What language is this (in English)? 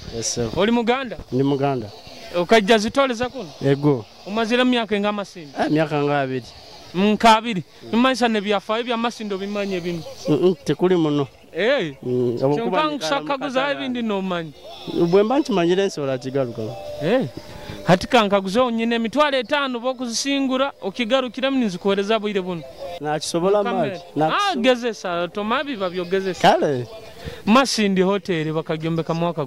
Nyoro